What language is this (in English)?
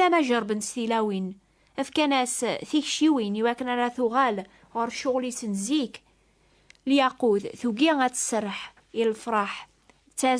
Kabyle